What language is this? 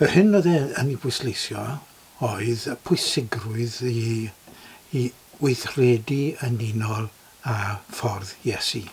Welsh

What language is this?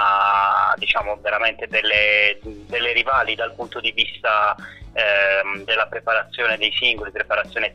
Italian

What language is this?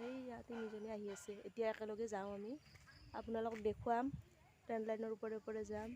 Assamese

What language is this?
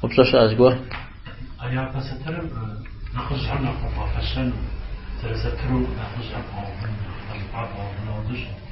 Kabardian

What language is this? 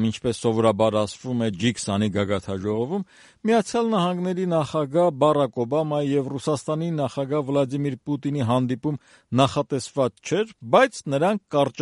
Armenian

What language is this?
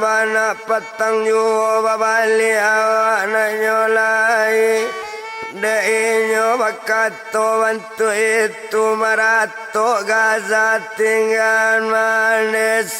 Minangkabau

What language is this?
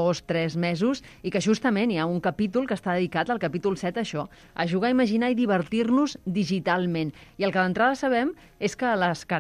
Catalan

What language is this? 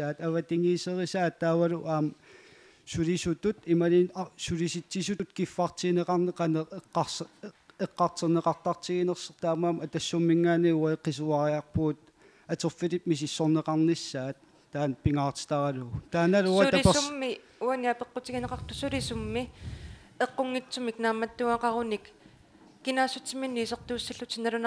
Kalaallisut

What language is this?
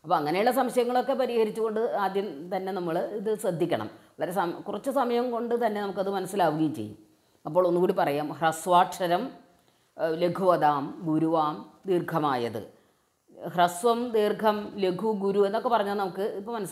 Malayalam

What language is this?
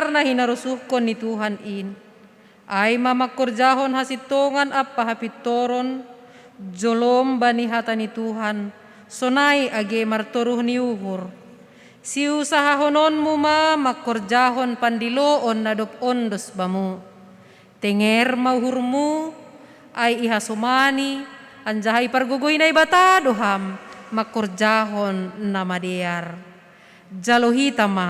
Batak Simalungun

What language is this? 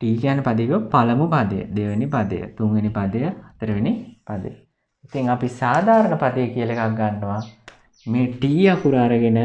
Sinhala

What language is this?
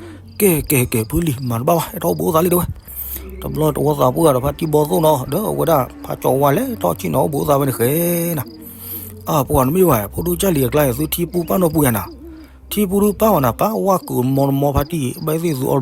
S'gaw Karen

